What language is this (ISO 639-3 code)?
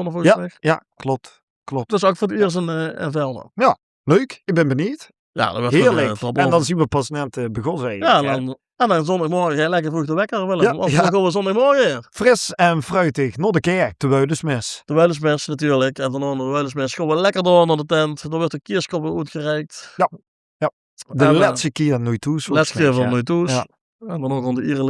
lim